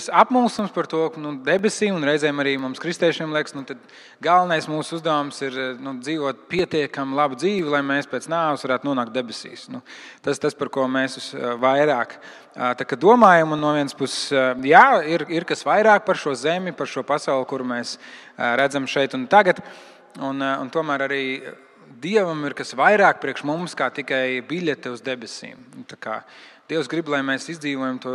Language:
Latvian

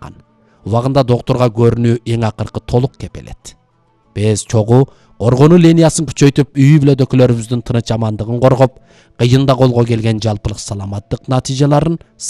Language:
Kyrgyz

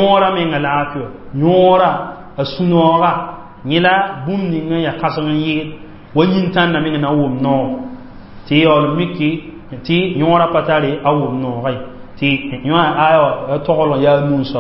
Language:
Mossi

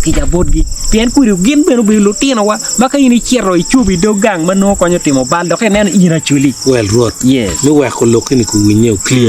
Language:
Acoli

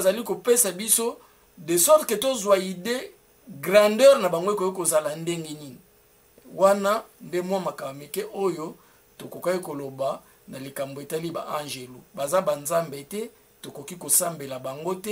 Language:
Lingala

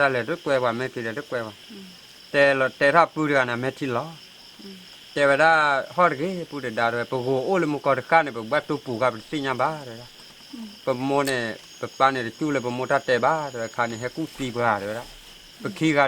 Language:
S'gaw Karen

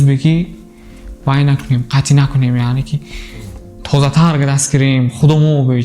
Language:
Tajik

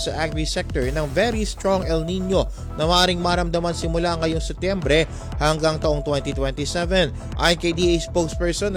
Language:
Filipino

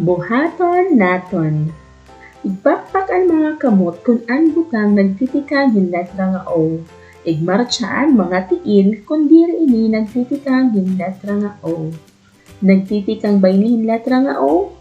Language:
Waray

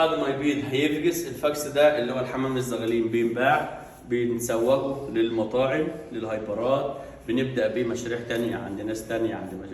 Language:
Egyptian Arabic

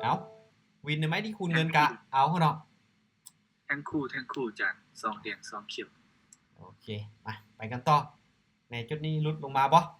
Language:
Lao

